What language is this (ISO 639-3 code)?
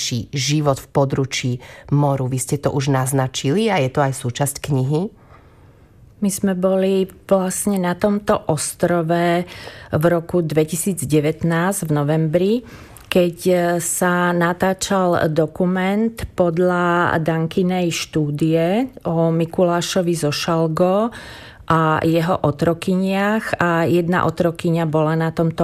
slk